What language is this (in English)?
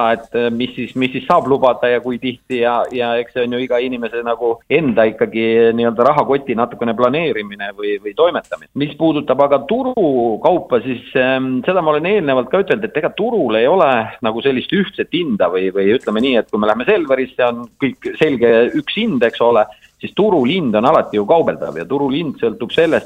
Estonian